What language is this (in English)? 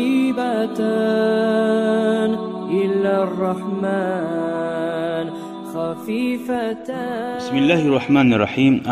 Kumyk